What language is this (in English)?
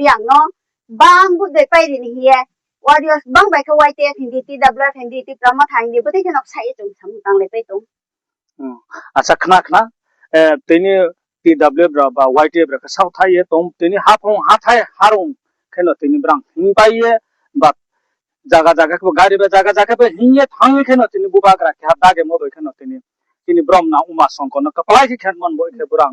Riang (India)